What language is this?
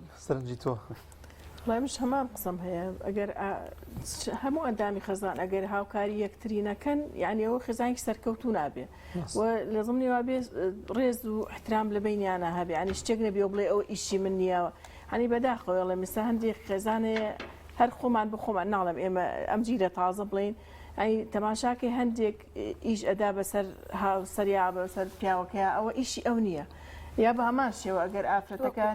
Central Kurdish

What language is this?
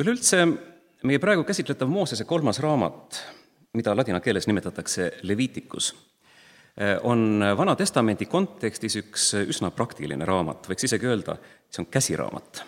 Estonian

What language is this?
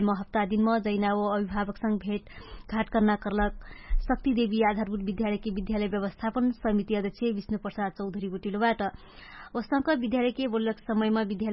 Dangaura Tharu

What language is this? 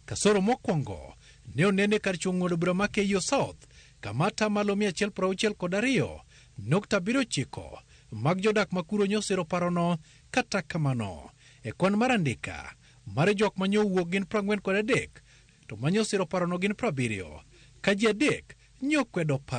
Luo (Kenya and Tanzania)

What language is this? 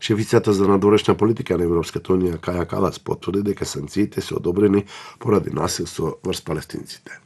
Macedonian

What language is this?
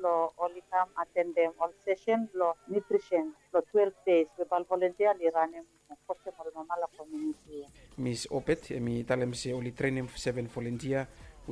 Bislama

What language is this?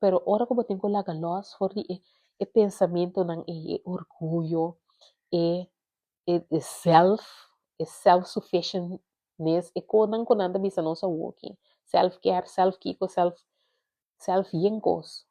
Papiamento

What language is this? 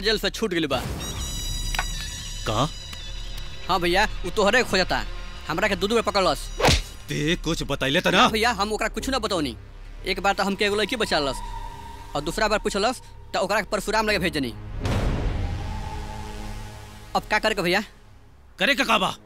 Bhojpuri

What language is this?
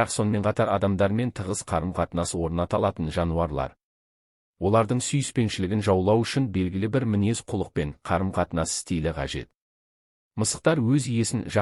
Kazakh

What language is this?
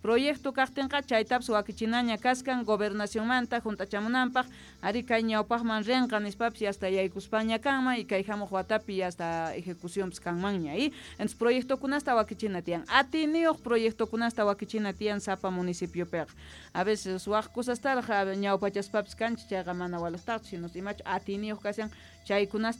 Quechua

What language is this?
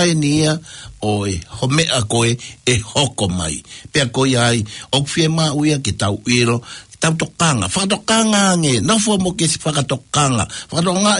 Tongan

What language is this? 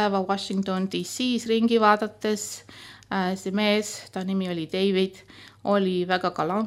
Estonian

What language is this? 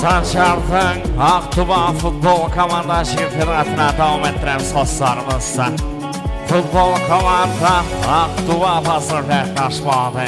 Kara-Kalpak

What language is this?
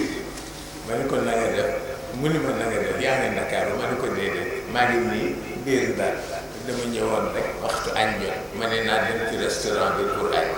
Wolof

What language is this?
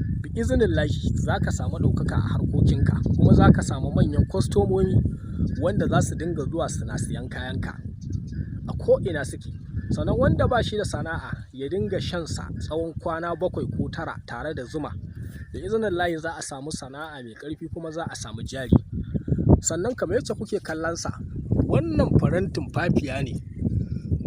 Hausa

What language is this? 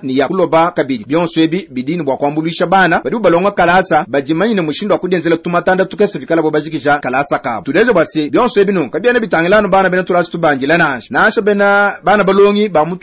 Luba-Lulua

